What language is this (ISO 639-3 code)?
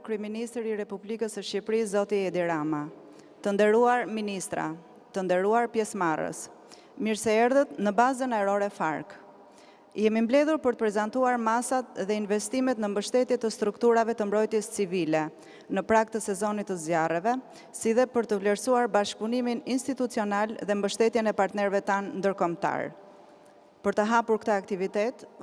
sqi